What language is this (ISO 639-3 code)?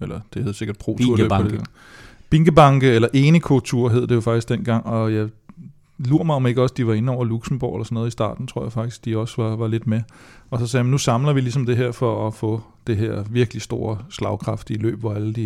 dan